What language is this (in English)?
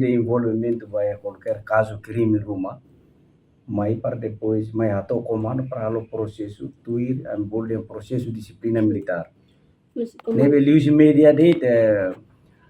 Tetum